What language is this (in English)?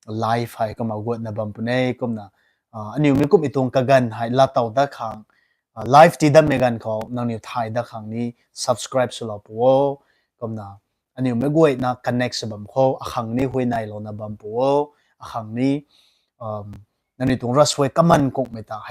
Rongmei Naga